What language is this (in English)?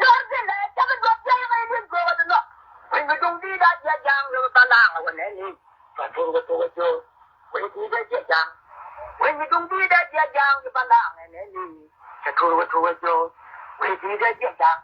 Nuer